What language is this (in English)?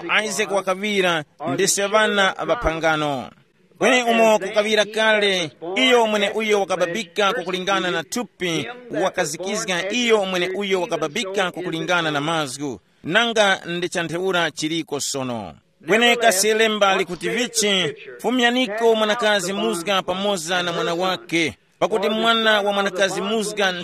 Tumbuka